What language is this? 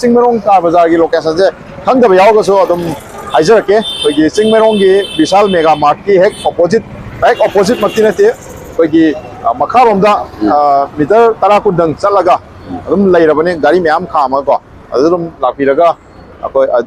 Manipuri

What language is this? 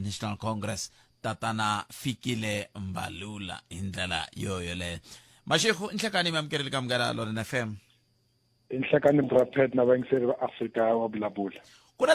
Tsonga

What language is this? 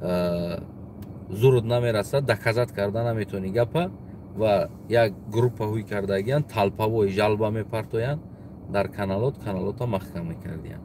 Tajik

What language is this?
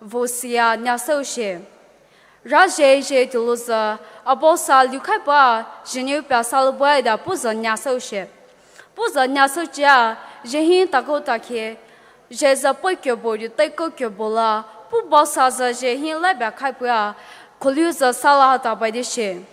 Poumei Naga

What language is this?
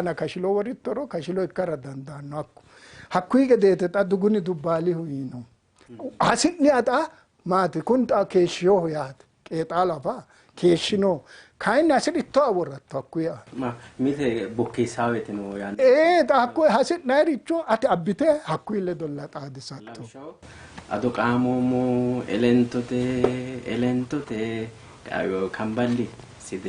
Sidamo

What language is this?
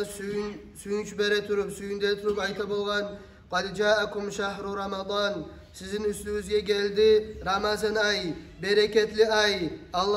Kumyk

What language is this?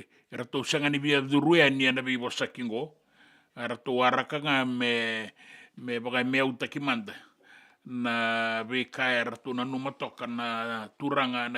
Fijian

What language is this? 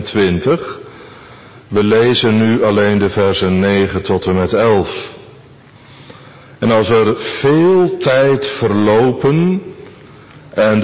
Dutch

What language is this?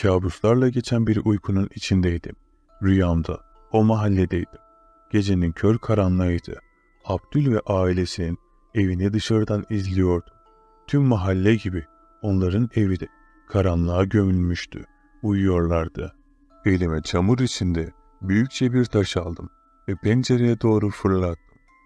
Turkish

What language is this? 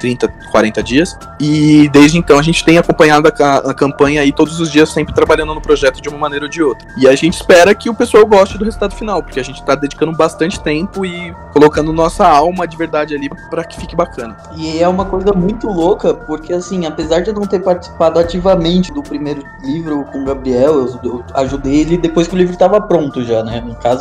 Portuguese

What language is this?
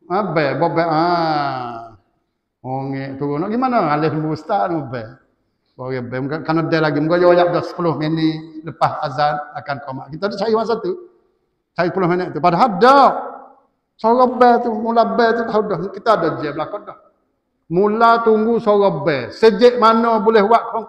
Malay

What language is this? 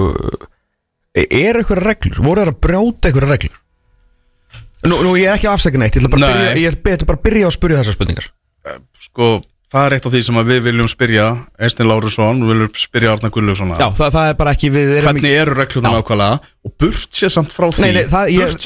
Icelandic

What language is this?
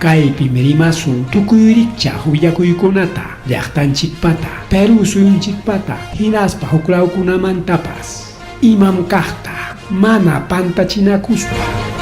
Ayacucho Quechua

